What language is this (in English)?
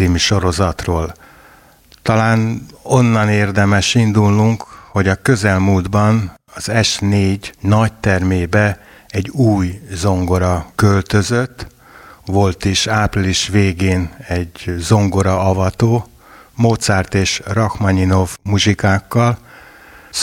Hungarian